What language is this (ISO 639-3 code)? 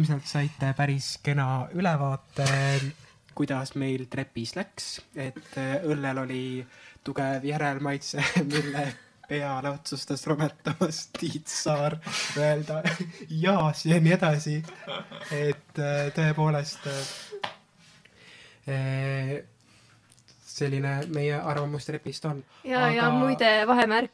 est